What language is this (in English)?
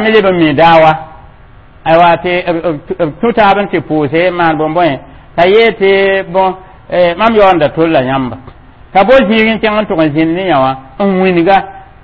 Mossi